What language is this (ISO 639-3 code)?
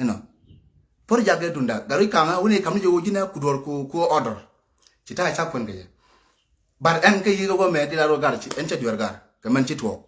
nus